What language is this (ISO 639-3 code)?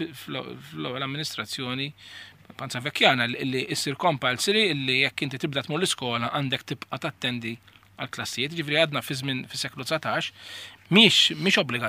mlt